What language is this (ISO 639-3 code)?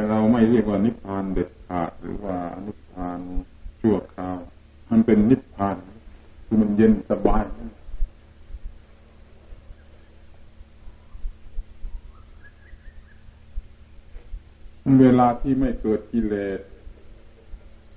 tha